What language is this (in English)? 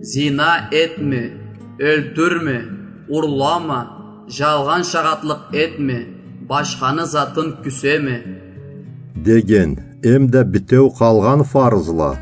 Karachay-Balkar